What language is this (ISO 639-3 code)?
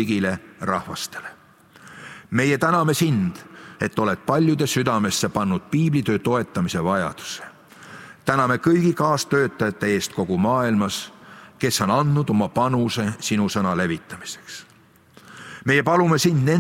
est